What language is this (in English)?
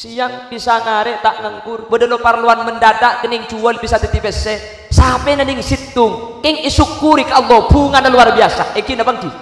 Madurese